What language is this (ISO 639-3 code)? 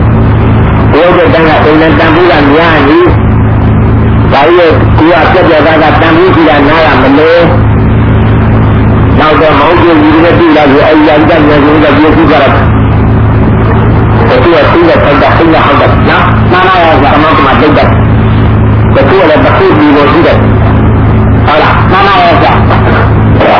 mya